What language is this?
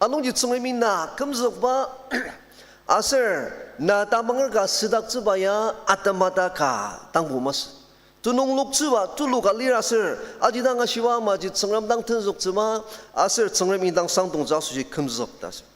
Ao Naga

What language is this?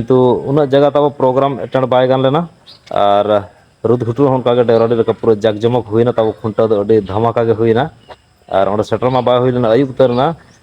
Santali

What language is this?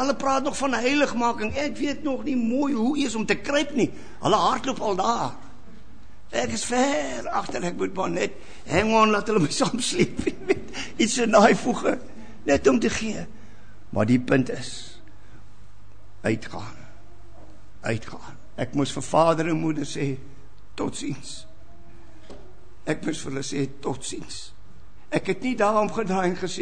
Afrikaans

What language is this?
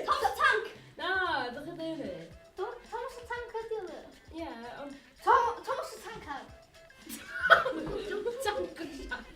Welsh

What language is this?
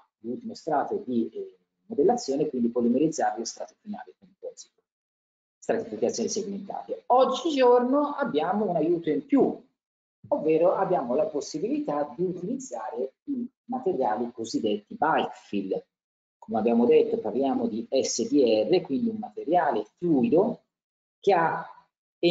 Italian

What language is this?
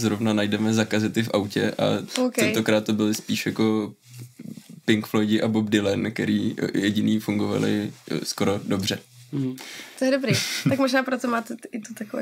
Czech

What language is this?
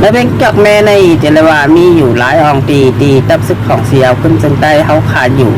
Shan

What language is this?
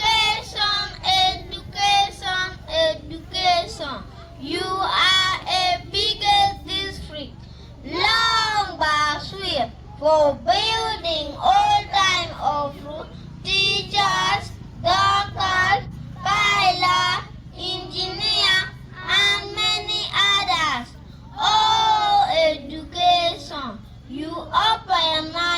Acoli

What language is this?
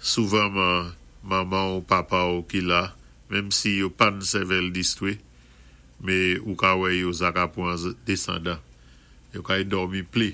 Saint Lucian Creole French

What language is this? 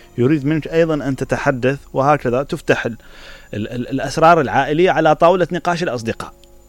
Mesopotamian Arabic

